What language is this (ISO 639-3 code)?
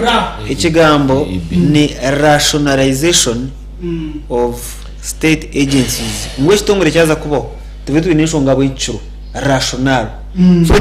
nyn